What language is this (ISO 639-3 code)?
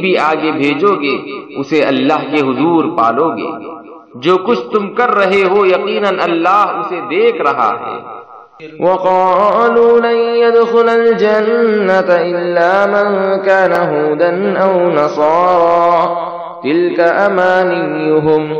urd